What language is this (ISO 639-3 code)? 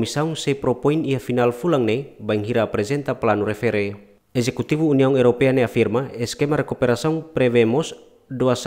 tet